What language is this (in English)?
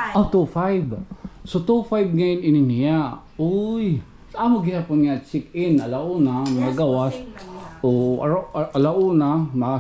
Waray